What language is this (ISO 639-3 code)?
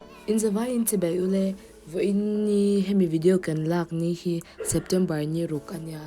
lus